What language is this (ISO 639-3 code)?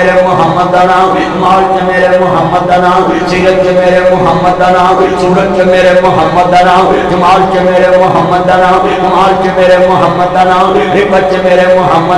lah